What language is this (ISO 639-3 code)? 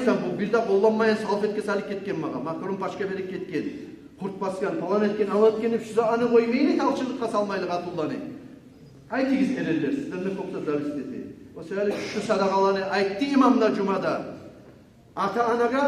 kum